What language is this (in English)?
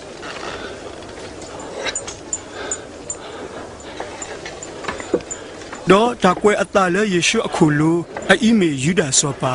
S'gaw Karen